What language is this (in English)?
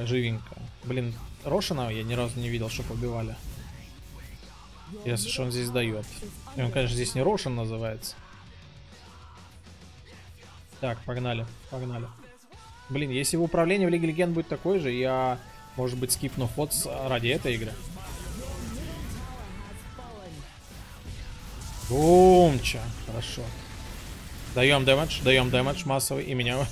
Russian